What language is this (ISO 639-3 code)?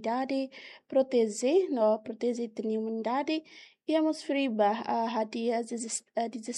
tet